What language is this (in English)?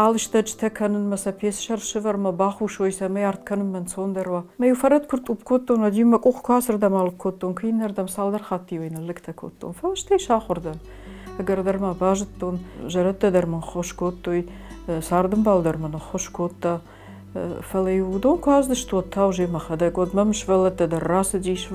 Ossetic